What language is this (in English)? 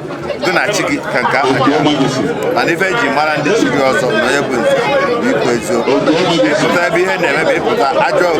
Igbo